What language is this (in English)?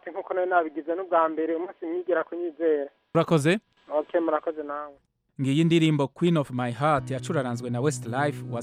Kinyarwanda